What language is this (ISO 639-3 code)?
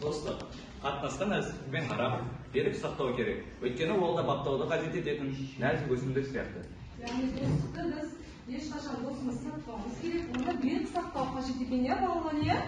kaz